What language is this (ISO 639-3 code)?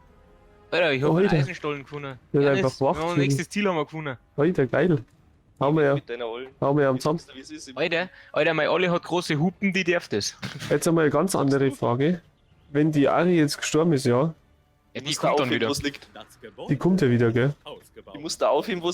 bar